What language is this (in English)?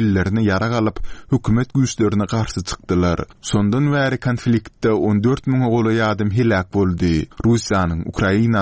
Turkmen